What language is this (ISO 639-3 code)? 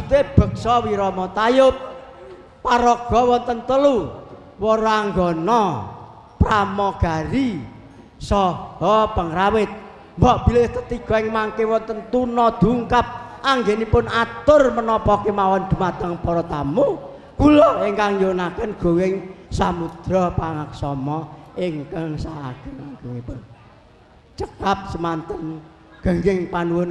jav